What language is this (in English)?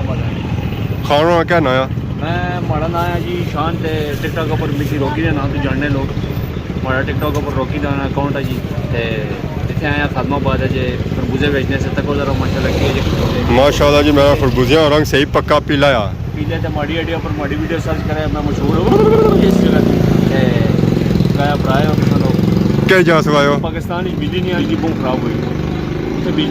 Pahari-Potwari